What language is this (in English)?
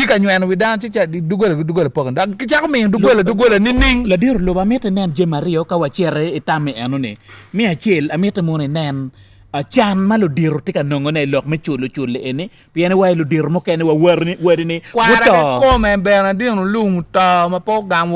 Acoli